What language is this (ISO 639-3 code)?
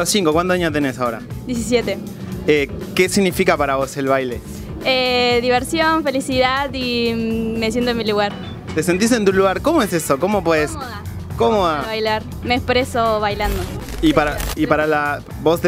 spa